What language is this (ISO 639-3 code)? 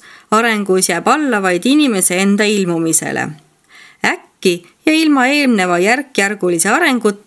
est